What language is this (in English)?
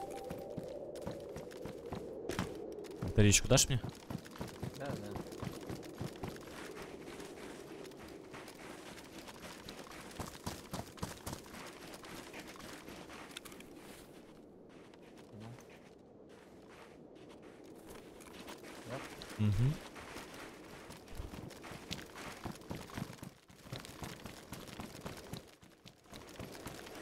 Russian